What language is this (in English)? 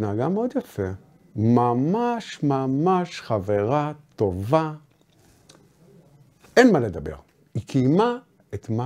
Hebrew